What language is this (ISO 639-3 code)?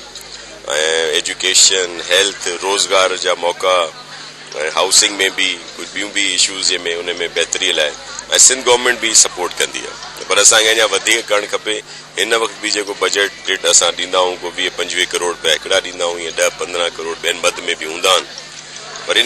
snd